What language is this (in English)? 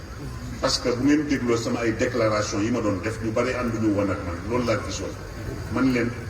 Wolof